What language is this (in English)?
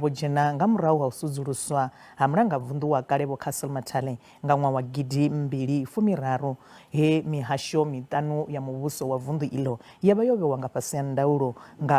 Venda